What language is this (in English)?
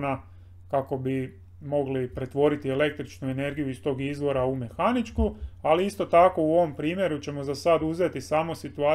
Croatian